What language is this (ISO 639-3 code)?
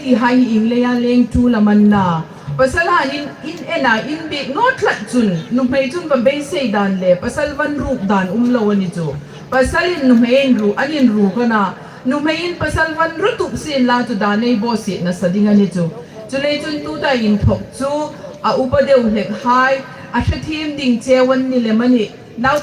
hmr